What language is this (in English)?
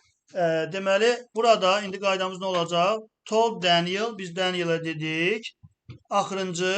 Azerbaijani